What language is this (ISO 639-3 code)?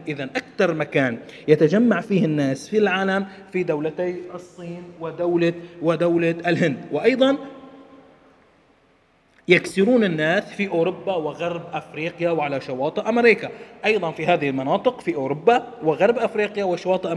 ara